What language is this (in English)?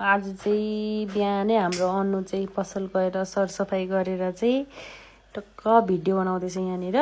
Nepali